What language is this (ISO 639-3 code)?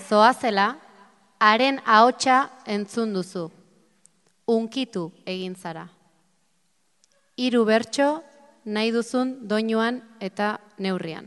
eus